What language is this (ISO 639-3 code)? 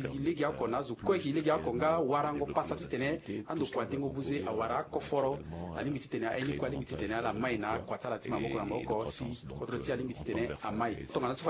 sag